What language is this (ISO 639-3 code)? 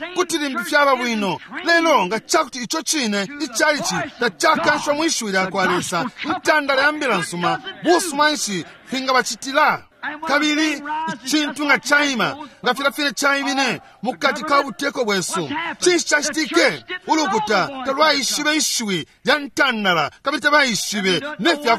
bem